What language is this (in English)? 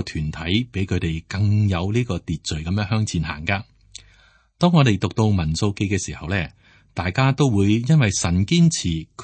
Cantonese